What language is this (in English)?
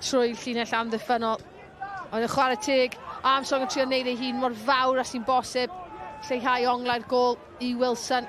Welsh